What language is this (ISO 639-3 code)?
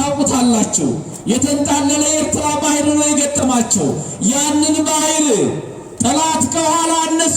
amh